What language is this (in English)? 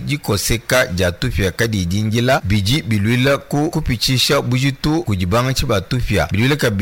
Luba-Lulua